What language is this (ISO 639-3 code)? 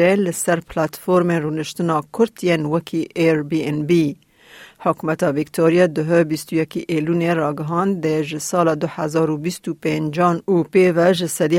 kur